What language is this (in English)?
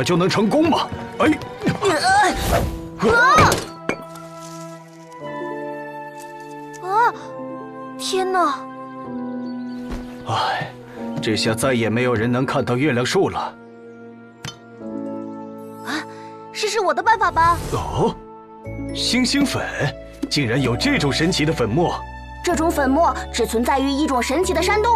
Chinese